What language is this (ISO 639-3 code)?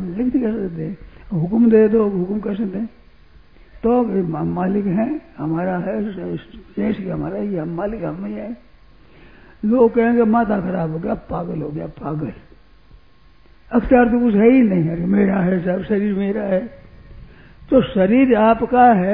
hin